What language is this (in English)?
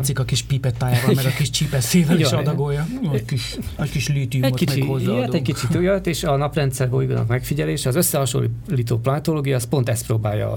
Hungarian